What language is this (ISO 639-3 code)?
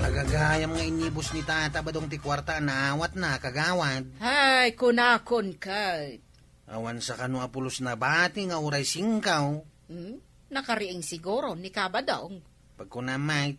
ilo